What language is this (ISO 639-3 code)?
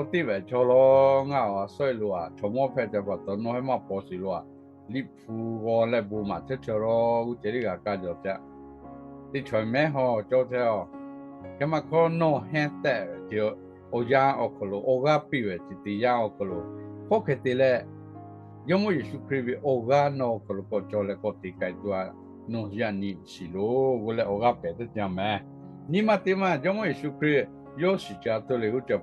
lhu